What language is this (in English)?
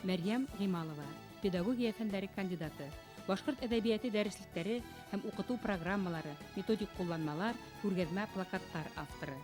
Bashkir